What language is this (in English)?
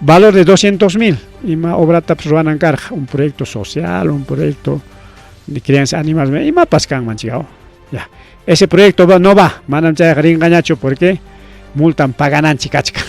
Ayacucho Quechua